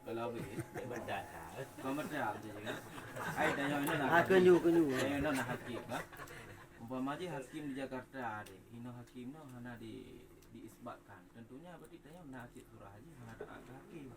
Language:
Achinese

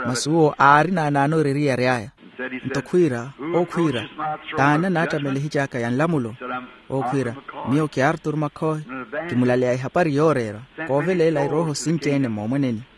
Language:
Makhuwa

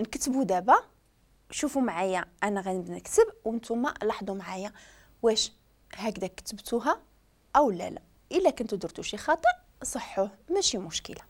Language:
Moroccan Arabic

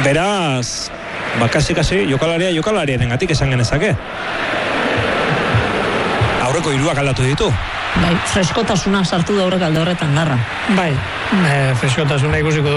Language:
Basque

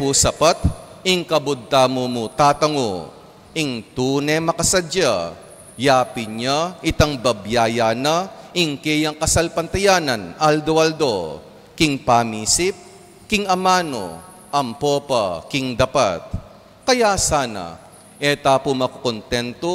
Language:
Pampanga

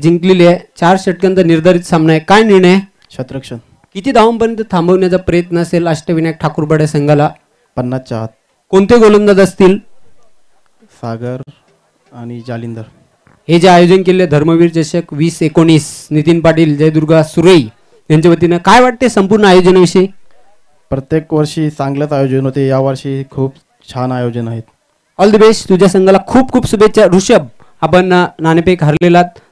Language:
Marathi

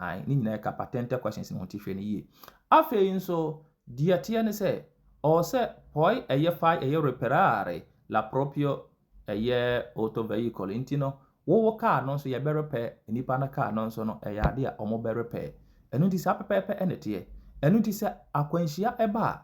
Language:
Akan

